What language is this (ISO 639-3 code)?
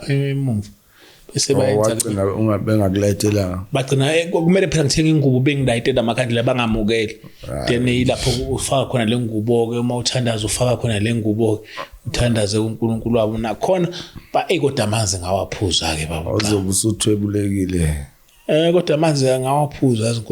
zul